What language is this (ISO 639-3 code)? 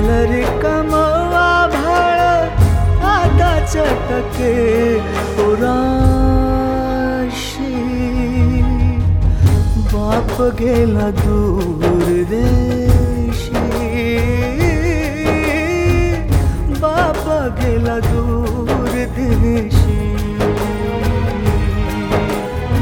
mar